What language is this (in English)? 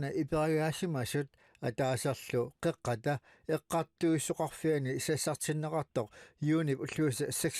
Kalaallisut